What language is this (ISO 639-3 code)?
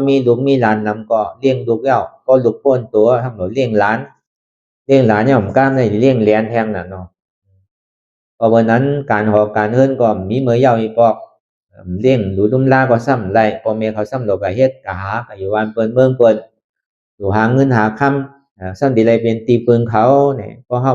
shn